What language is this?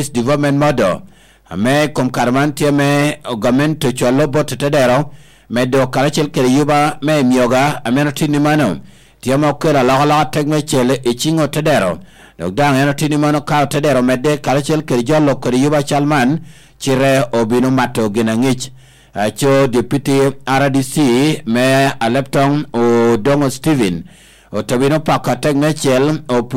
Lango (Uganda)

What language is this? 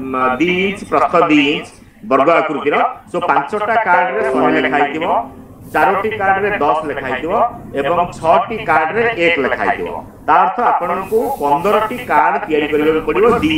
Odia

